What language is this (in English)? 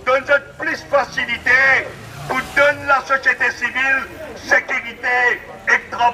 Morisyen